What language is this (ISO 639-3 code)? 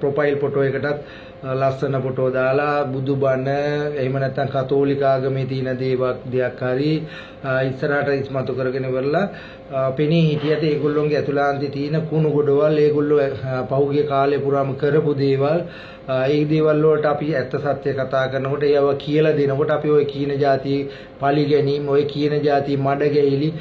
sin